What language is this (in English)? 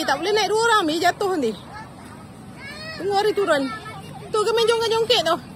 Malay